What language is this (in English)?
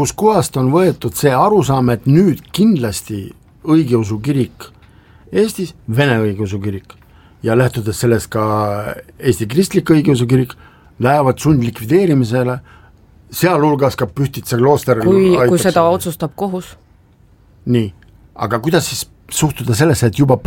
Estonian